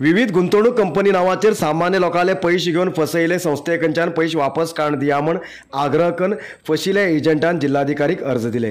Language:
Konkani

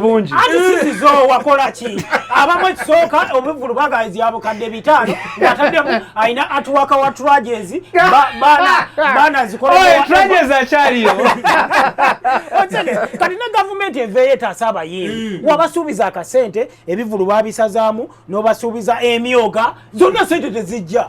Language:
Ganda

